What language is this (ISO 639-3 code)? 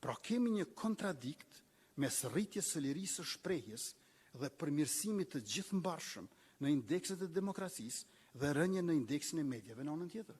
sqi